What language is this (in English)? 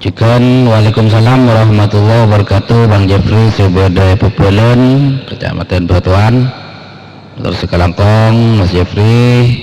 Madurese